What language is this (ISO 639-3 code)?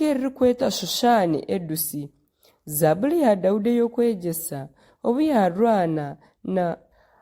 nyn